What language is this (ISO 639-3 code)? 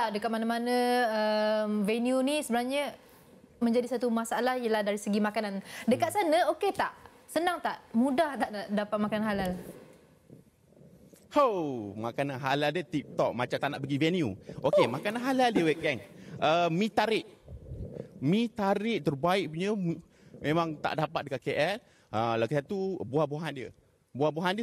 msa